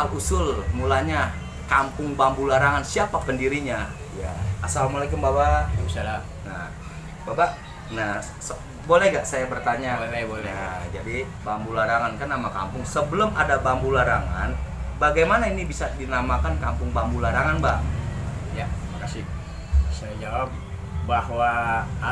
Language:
Betawi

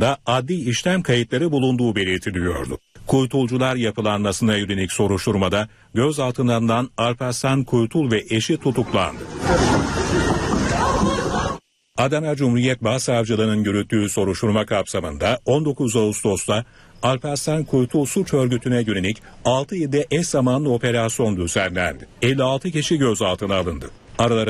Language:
Turkish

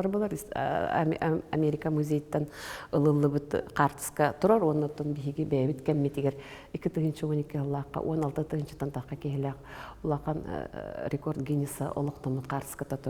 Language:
Yakut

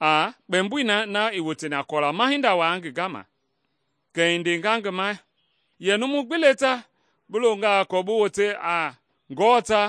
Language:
Mende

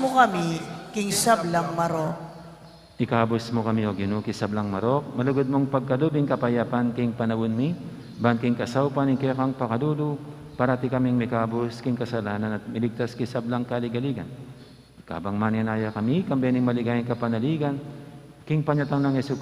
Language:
Pampanga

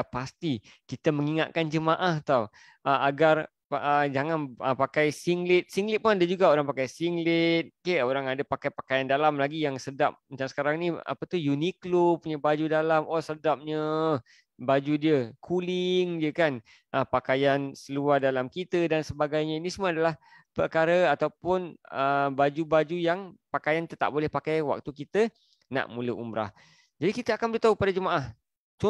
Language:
Malay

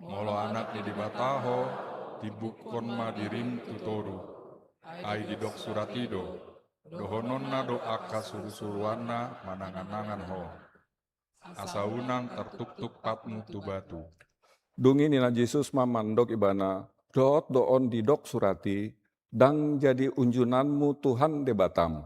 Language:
Batak Toba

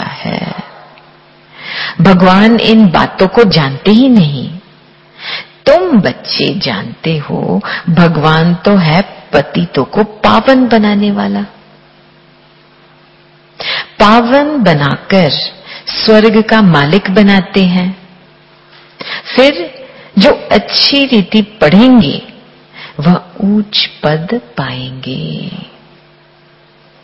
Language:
Hindi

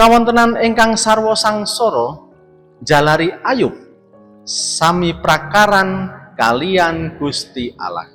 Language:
Javanese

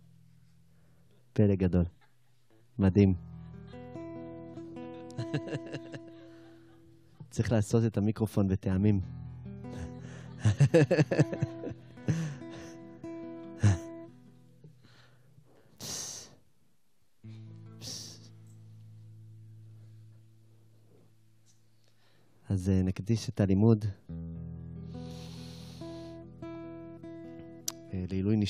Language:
Hebrew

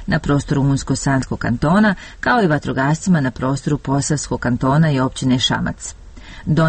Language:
Bosnian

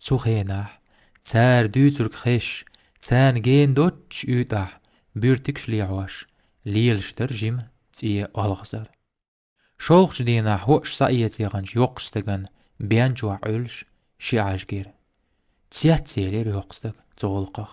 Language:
Chechen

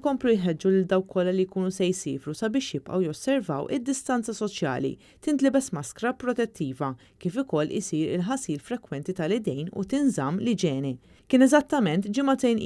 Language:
Maltese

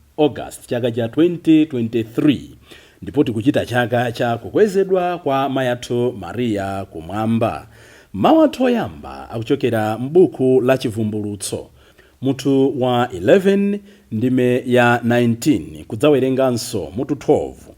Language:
Nyanja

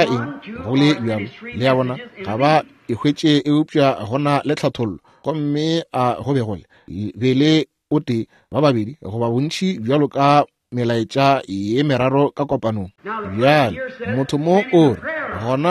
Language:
Northern Sotho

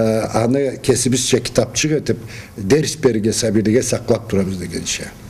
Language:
Karachay-Balkar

